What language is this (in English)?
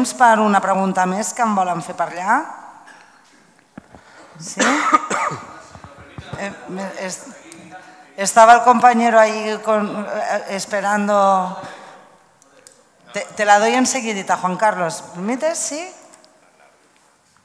Spanish